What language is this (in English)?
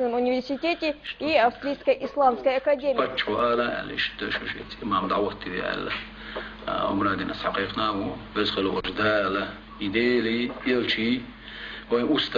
Chechen